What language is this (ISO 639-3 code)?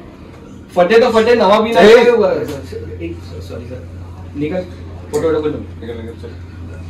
mar